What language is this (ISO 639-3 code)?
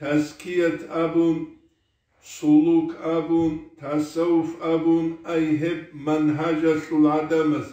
ava